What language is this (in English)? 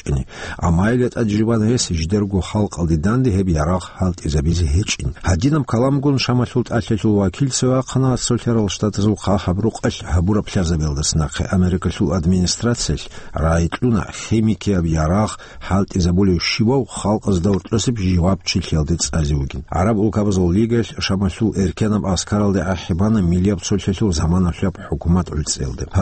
Avaric